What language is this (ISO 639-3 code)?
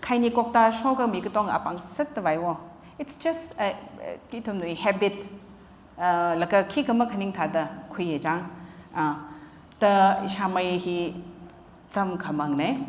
nmf